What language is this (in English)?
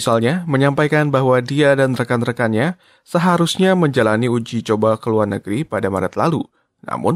Indonesian